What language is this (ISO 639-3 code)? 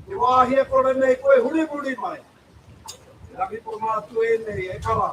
mri